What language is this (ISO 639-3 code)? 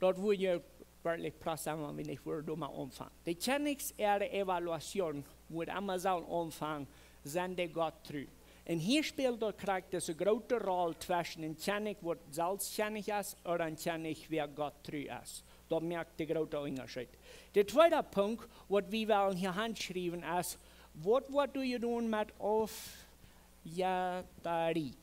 pdt